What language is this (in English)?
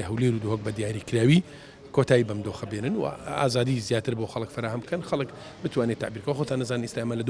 Central Kurdish